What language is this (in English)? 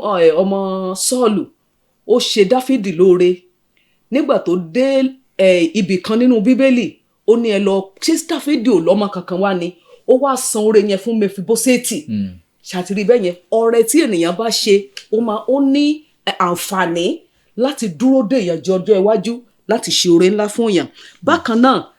Yoruba